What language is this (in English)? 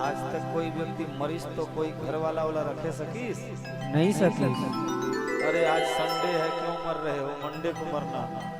Chhattisgarhi